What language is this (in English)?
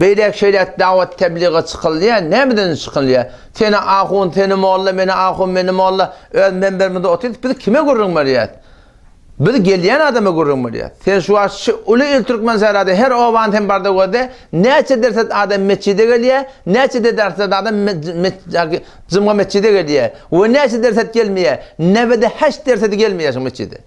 Turkmen